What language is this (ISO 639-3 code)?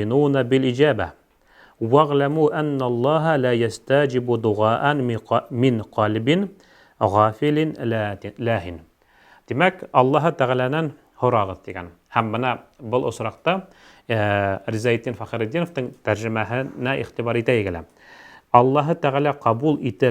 bak